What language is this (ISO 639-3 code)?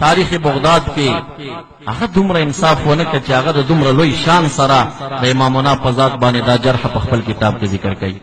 pus